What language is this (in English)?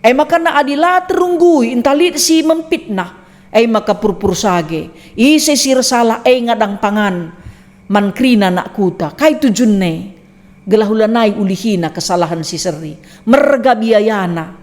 Batak Karo